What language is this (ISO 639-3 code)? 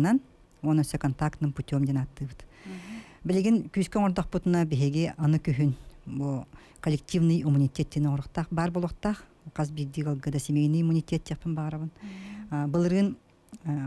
sah